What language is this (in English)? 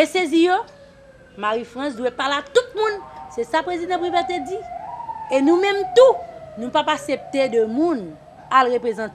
Haitian Creole